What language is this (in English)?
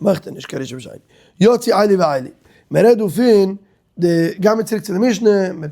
Yiddish